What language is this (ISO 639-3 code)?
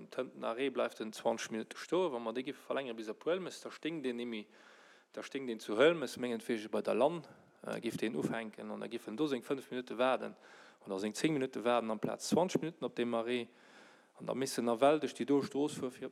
ltz